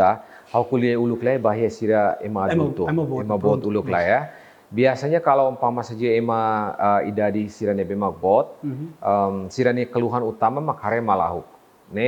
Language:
Tetum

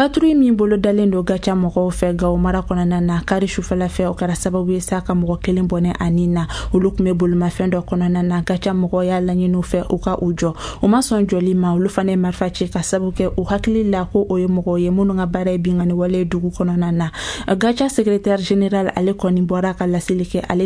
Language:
Bambara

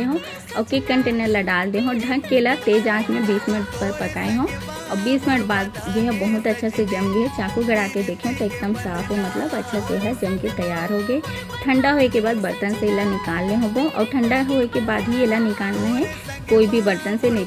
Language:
Chhattisgarhi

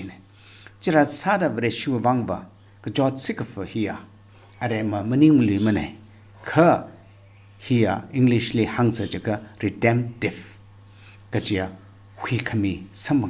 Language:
Tangkhul Naga (India)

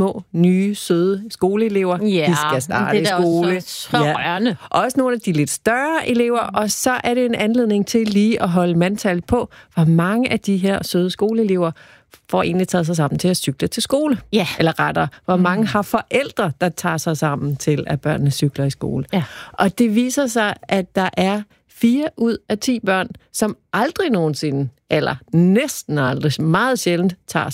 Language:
Danish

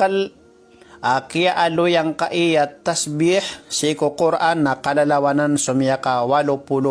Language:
Maranao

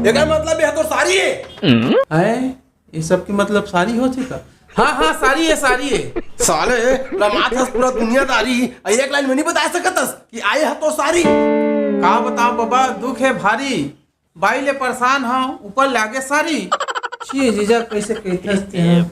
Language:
Chhattisgarhi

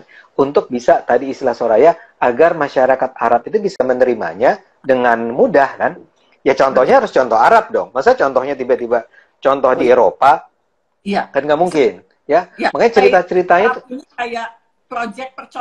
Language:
Indonesian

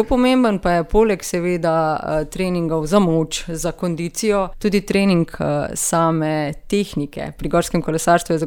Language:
Slovenian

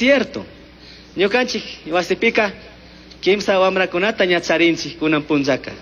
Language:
Chimborazo Highland Quichua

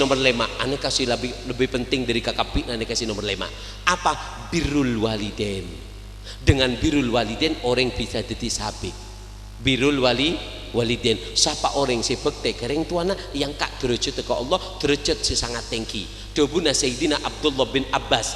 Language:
Madurese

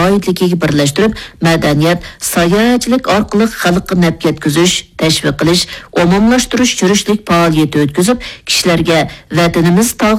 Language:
Uyghur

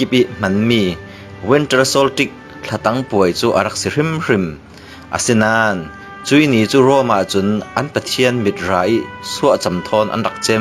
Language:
Falam Chin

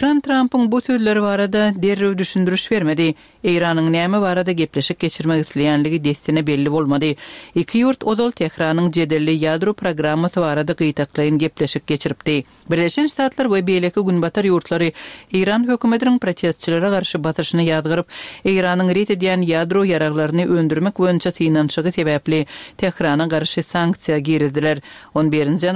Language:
Turkmen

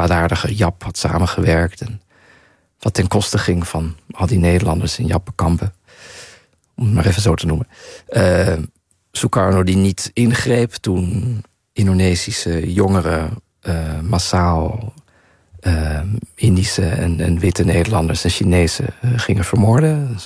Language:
Dutch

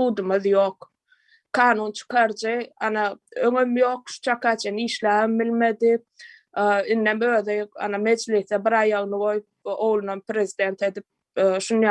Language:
Turkmen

